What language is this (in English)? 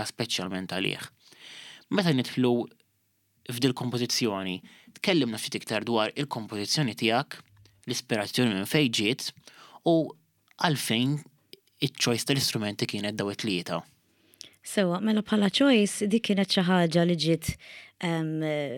Maltese